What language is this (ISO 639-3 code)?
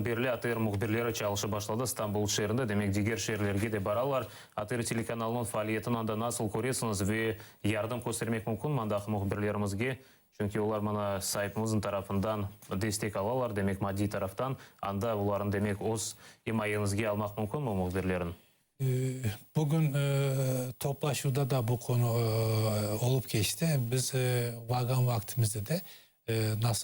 crh